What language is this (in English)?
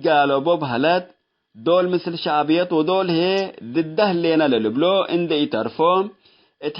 Tigre